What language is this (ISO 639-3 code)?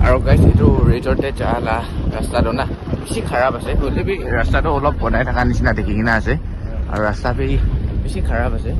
nag